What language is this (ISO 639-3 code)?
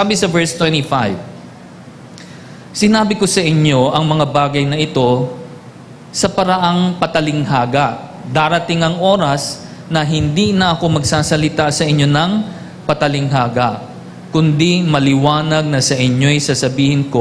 fil